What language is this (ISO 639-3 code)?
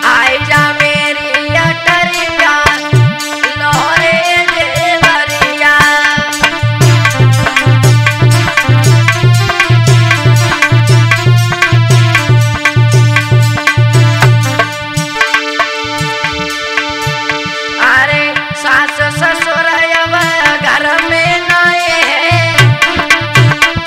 bho